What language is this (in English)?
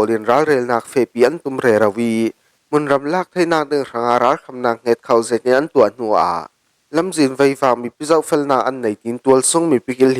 Falam Chin